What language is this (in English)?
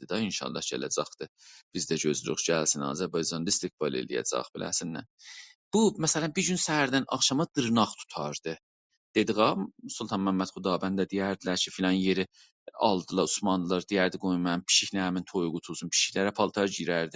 South Azerbaijani